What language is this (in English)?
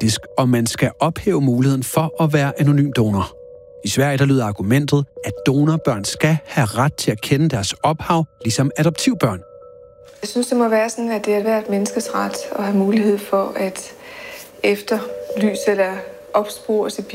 Danish